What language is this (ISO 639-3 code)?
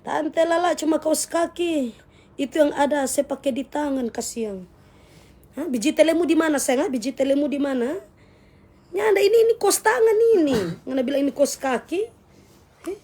xmm